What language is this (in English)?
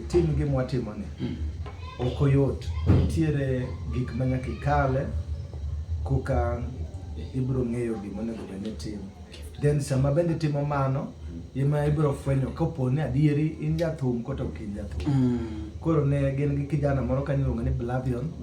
Luo (Kenya and Tanzania)